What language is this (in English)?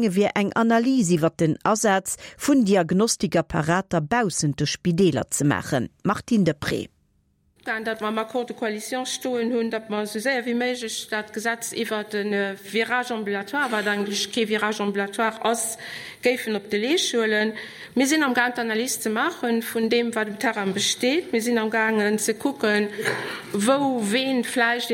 Luxembourgish